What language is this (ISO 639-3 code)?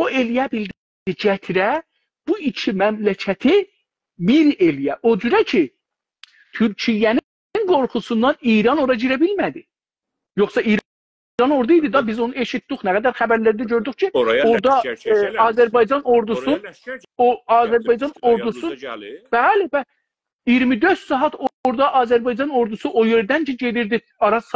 azb